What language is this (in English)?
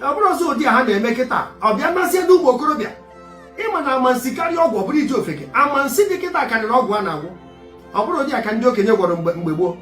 Igbo